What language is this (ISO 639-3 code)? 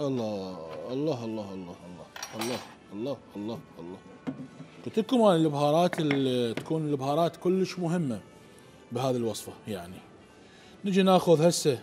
acm